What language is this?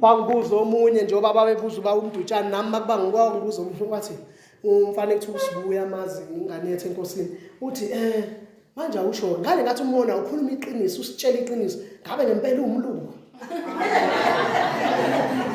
Zulu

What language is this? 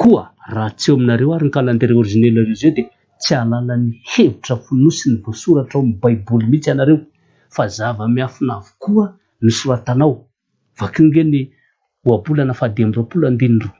Malagasy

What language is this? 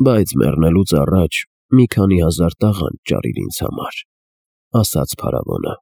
Armenian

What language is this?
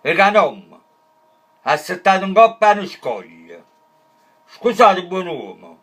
Neapolitan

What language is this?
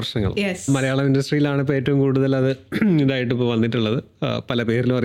Malayalam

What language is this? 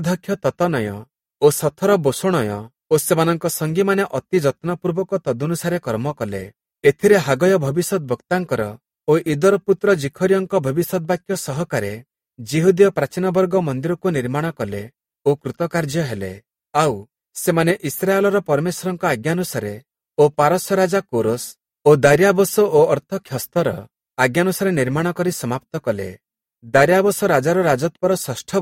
Odia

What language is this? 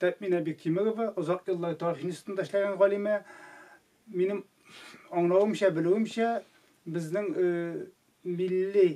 Tatar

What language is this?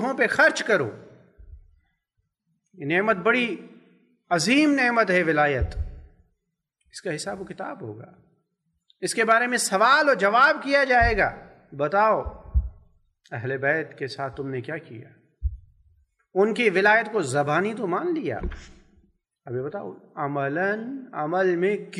Urdu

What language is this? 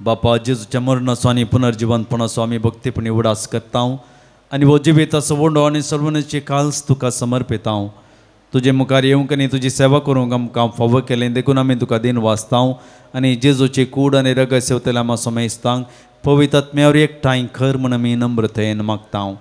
Konkani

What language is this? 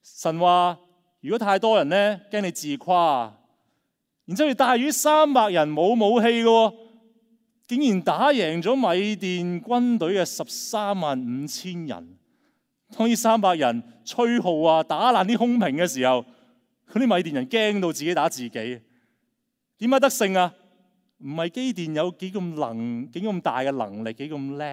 Cantonese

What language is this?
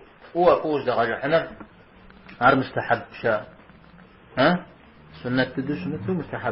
Kabardian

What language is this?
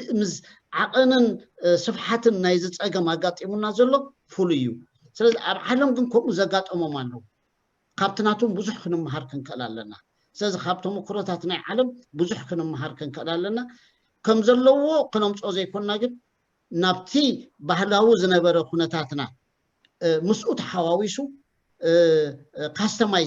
Tigrinya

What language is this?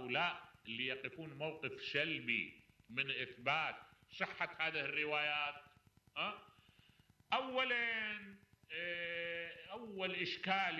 Mesopotamian Arabic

